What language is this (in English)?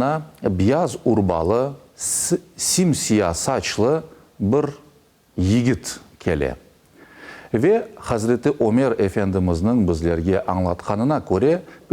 Crimean Tatar